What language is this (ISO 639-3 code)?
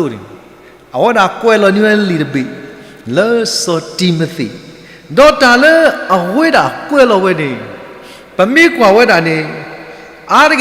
ksw